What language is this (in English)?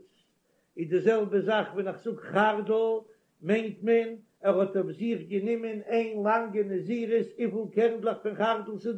Yiddish